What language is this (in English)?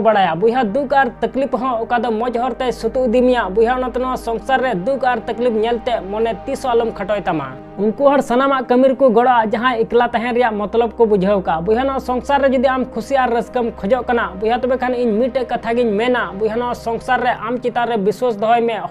Santali